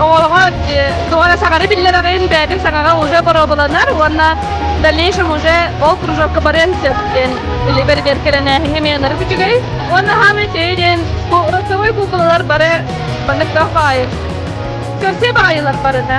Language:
Yakut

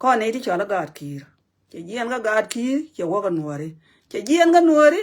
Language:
Nuer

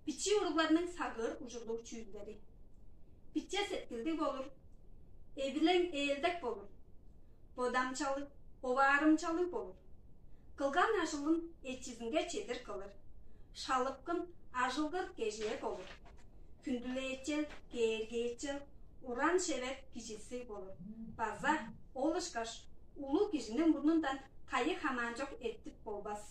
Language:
Tuvinian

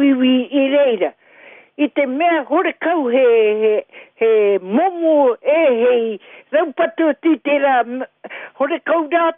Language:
Māori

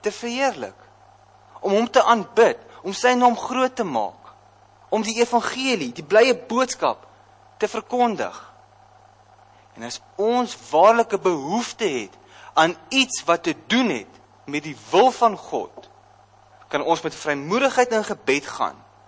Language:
Afrikaans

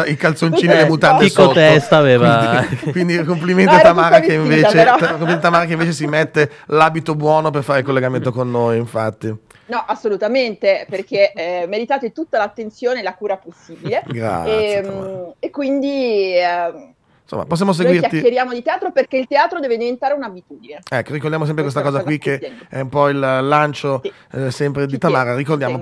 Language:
Italian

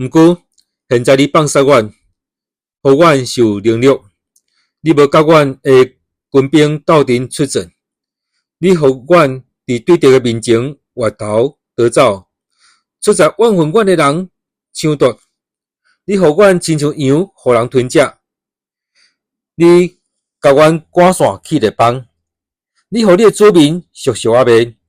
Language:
Min Nan Chinese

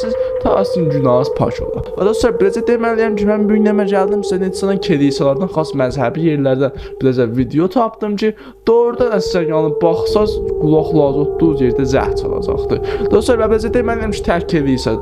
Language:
South Azerbaijani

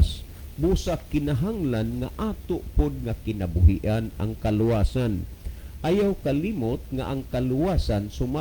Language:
Cebuano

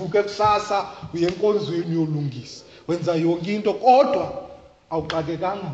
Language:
Xhosa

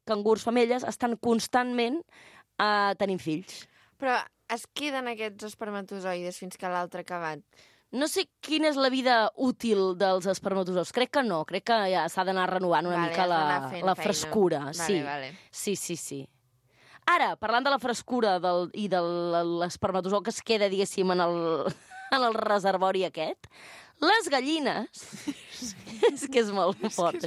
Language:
Catalan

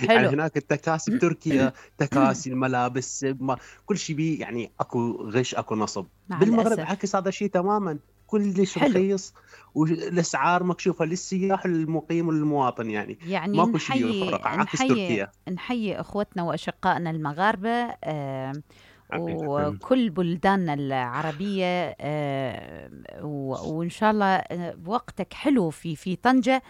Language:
Mesopotamian Arabic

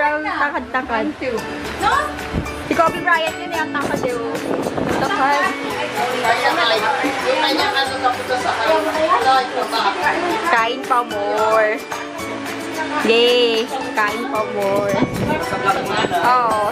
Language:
Filipino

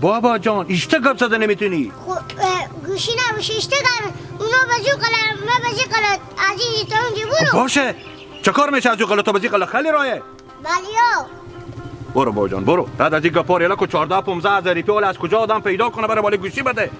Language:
Hazaragi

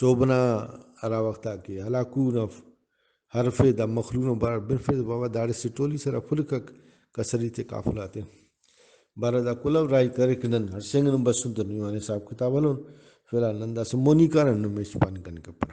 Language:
Brahui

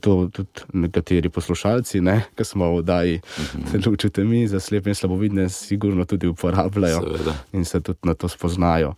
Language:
Slovenian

